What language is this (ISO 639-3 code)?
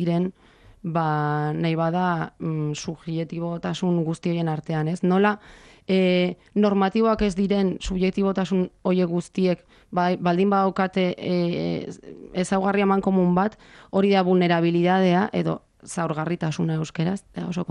eus